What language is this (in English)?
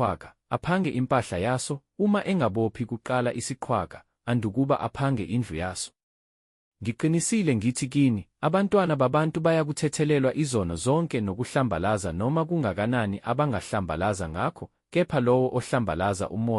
Zulu